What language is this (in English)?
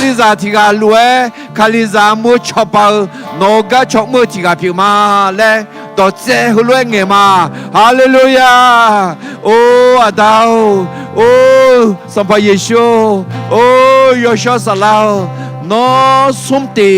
Akha